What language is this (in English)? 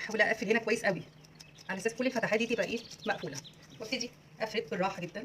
Egyptian Arabic